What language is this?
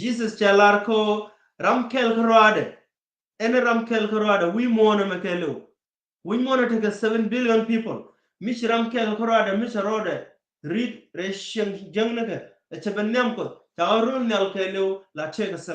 Nuer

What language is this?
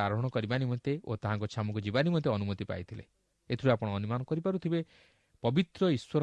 Odia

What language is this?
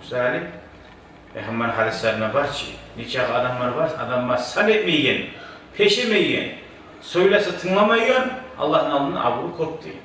Kumyk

